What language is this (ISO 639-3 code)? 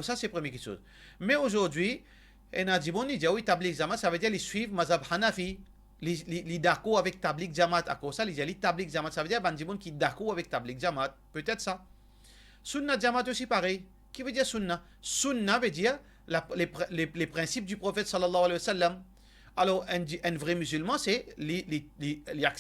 mfe